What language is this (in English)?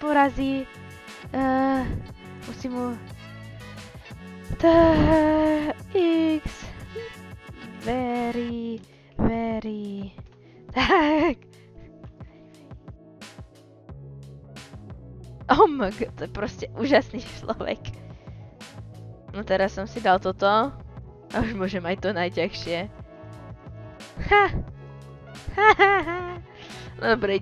Slovak